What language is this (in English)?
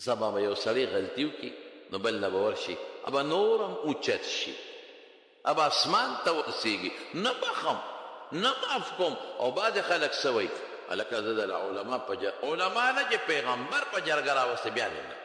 Pashto